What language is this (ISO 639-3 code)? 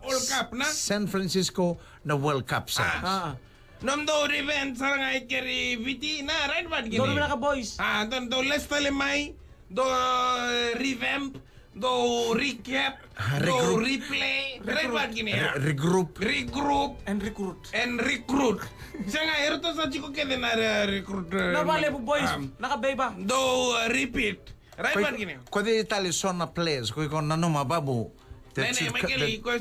fij